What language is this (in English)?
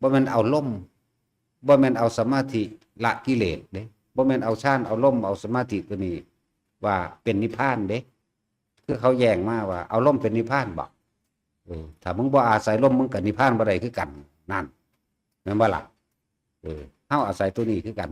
Northeastern Thai